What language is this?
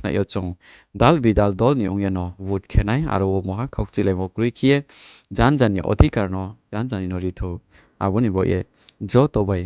Riang (India)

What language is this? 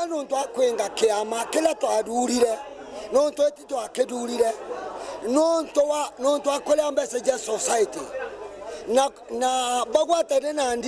Meru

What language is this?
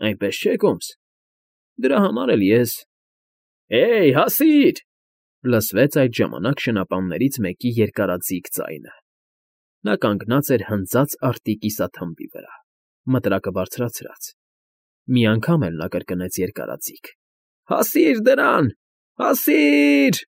Armenian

